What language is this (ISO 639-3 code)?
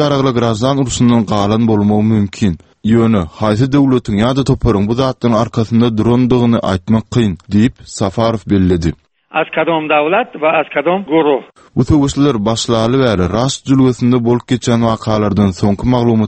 tuk